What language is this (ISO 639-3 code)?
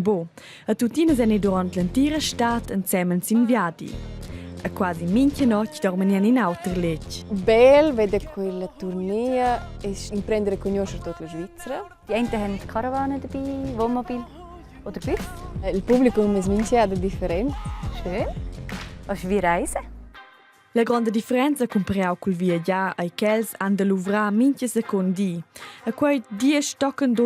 roh